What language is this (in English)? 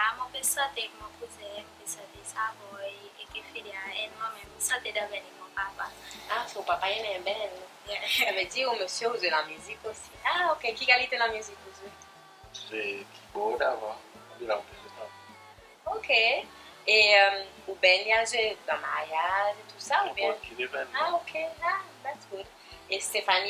Seselwa Creole French